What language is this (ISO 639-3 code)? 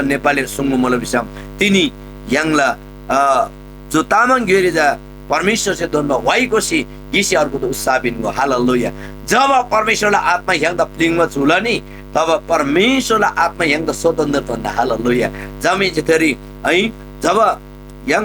taj